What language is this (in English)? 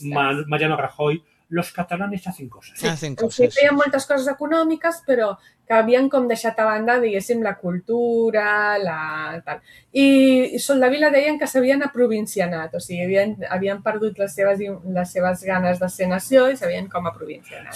Catalan